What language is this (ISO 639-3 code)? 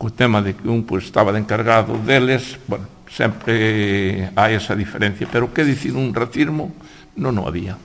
glg